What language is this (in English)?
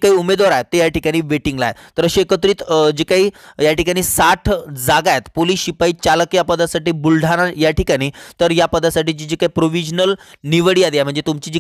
Marathi